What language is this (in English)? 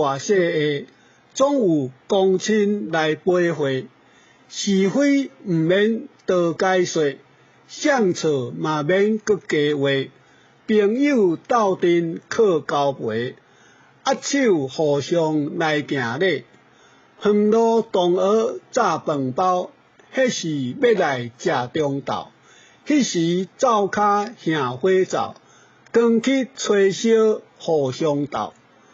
Min Nan Chinese